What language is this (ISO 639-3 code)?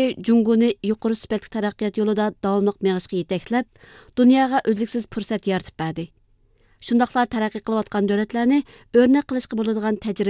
uig